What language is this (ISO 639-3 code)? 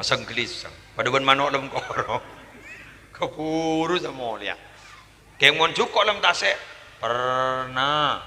mad